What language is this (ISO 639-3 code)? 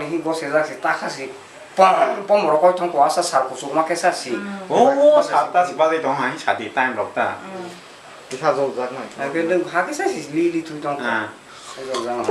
trp